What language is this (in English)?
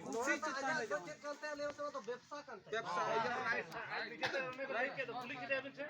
Santali